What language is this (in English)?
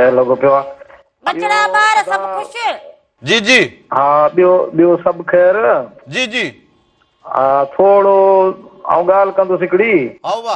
Sindhi